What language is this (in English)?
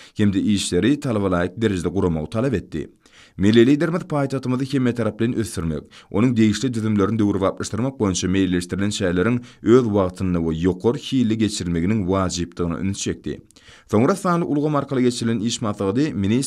Turkmen